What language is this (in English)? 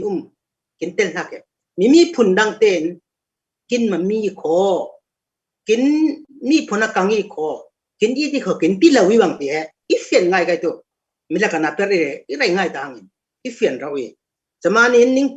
Falam Chin